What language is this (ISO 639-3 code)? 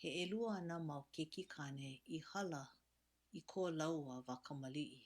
haw